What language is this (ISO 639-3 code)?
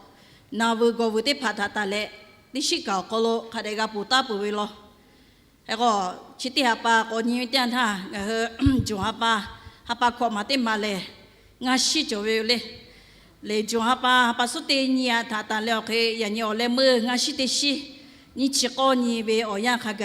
lhu